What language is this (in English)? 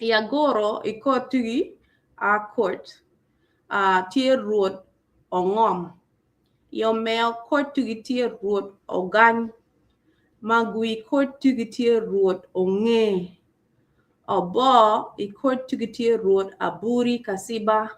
Acoli